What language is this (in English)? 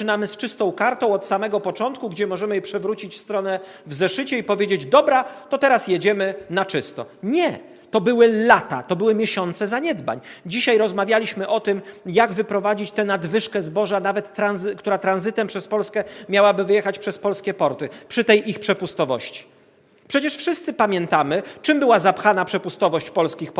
Polish